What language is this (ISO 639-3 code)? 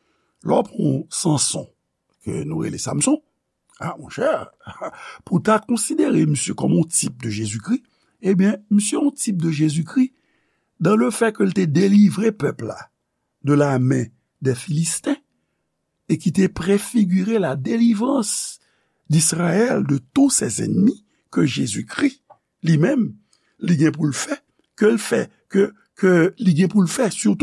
hat